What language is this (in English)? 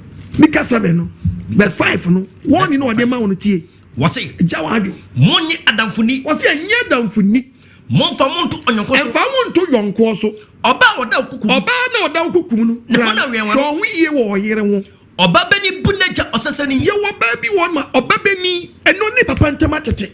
Akan